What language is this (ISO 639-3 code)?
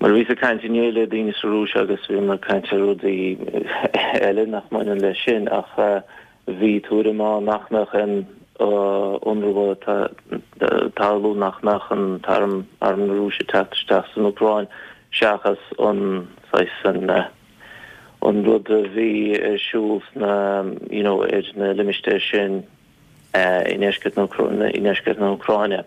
gle